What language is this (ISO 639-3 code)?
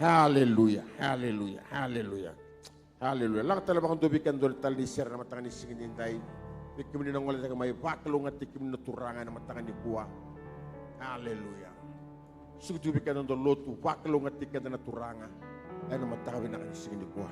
fij